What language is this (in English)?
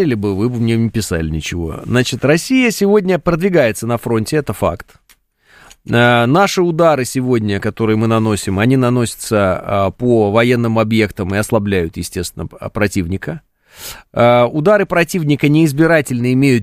Russian